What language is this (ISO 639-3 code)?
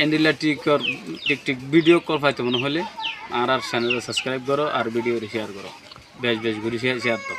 rhg